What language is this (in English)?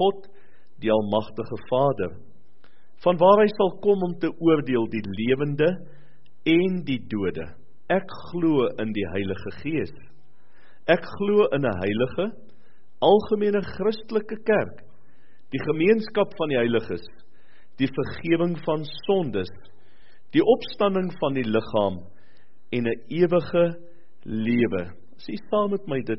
Afrikaans